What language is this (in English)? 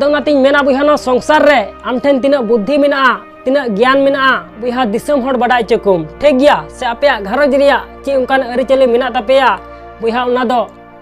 Santali